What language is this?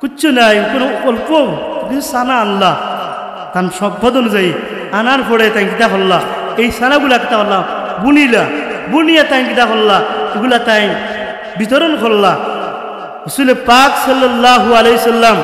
Sylheti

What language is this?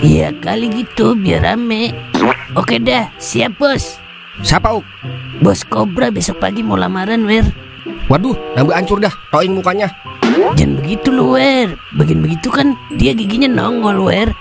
Betawi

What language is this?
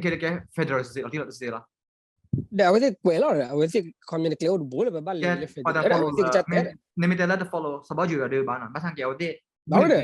S'gaw Karen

